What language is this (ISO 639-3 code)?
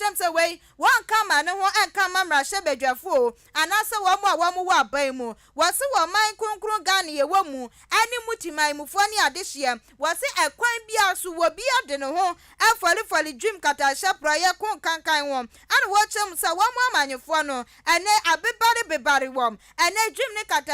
aka